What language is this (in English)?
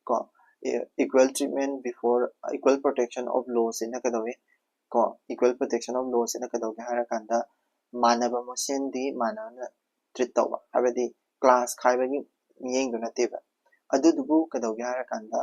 Manipuri